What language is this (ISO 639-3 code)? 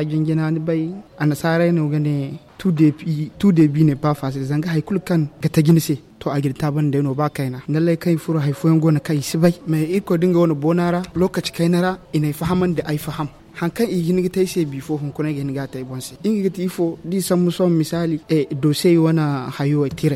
dje